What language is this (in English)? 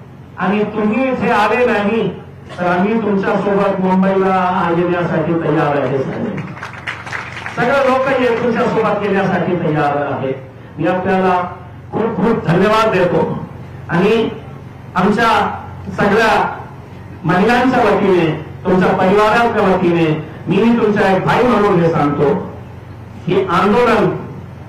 Marathi